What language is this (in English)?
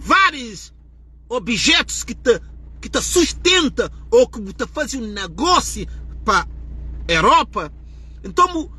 Kabuverdianu